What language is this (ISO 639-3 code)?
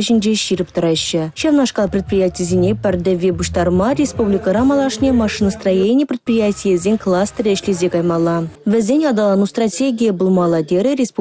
chv